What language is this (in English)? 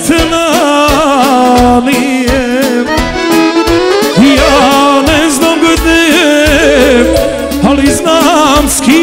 Croatian